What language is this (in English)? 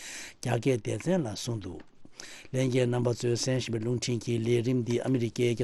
Tibetan